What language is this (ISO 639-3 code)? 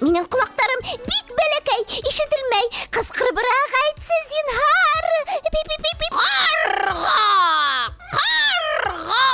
bak